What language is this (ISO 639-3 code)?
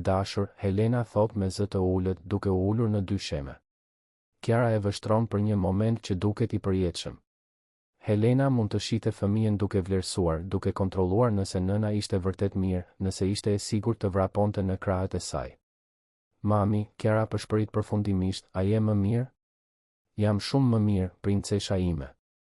sqi